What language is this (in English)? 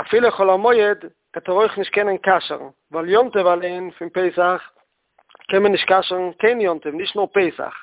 Yiddish